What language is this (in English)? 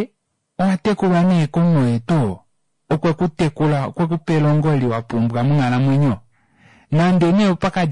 Kuanyama